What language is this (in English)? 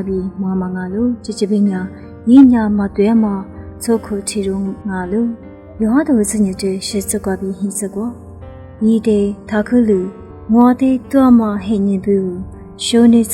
Lisu